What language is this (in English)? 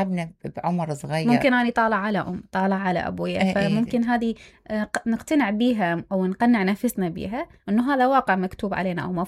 Mesopotamian Arabic